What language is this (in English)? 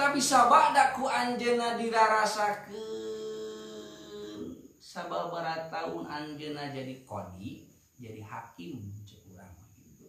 Sundanese